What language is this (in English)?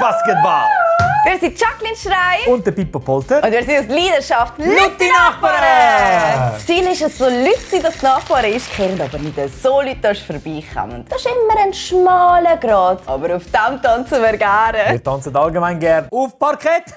Swiss German